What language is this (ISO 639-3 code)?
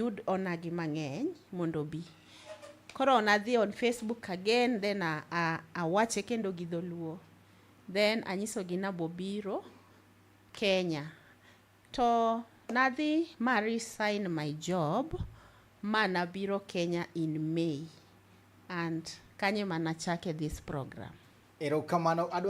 luo